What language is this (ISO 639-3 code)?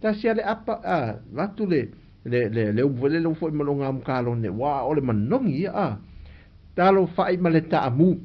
smo